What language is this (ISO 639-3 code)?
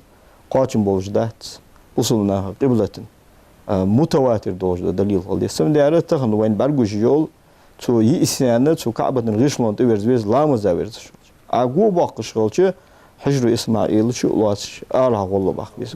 inh